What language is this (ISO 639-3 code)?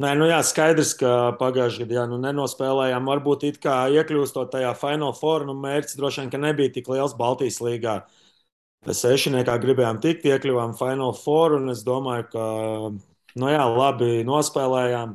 lav